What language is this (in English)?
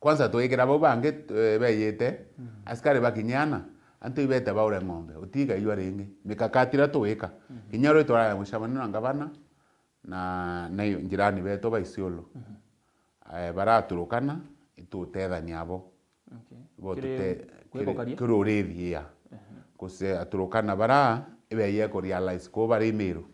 Meru